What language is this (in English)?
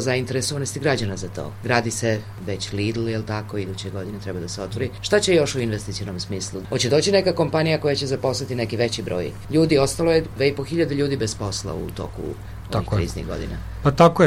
Serbian